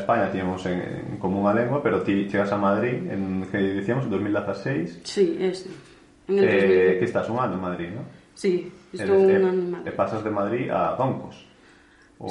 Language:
Galician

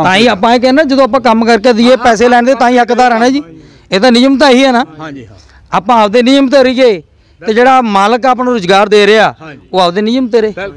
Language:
Punjabi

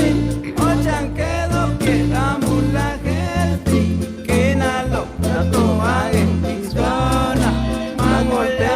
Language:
Chuj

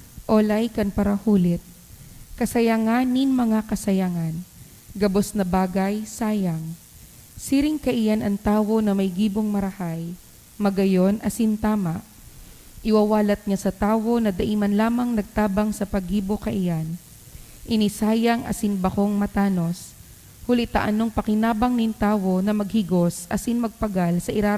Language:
Bikol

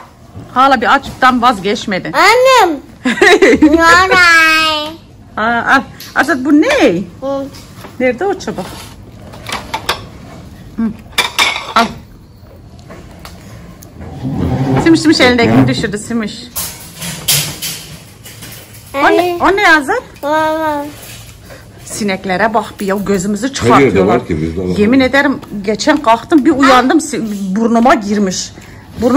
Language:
Turkish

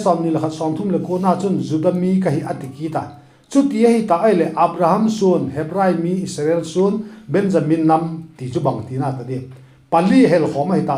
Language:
Vaiphei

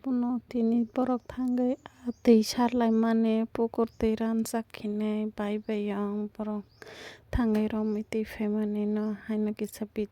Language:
Kok Borok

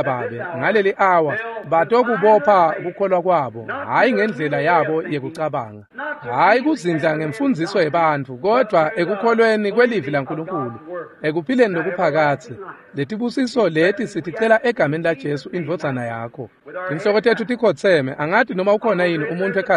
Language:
Swati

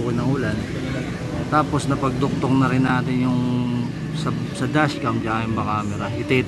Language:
Filipino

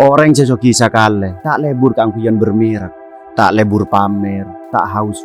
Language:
Madurese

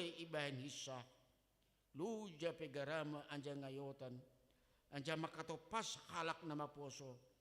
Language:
Batak Simalungun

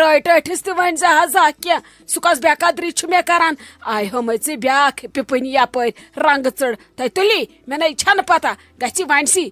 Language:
Kashmiri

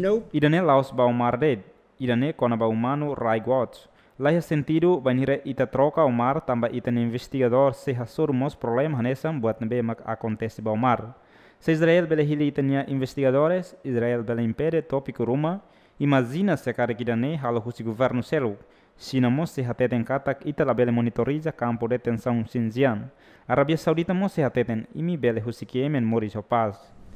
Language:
Tetum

